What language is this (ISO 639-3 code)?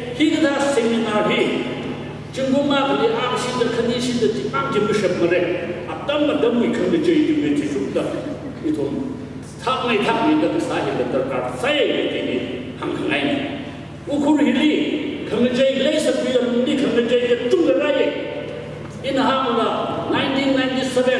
nmf